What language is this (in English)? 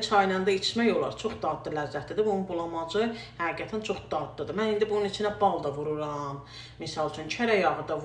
Azerbaijani